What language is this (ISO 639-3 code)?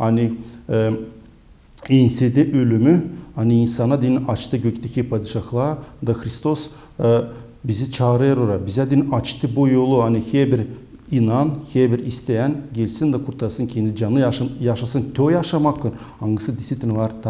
gag